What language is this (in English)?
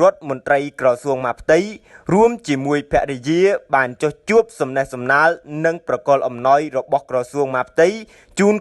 Khmer